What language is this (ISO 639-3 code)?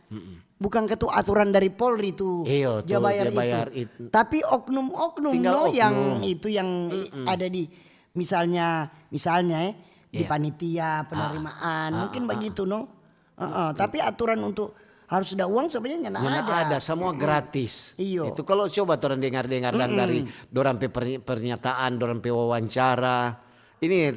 xmm